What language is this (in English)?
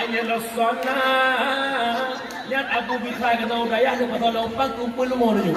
Achinese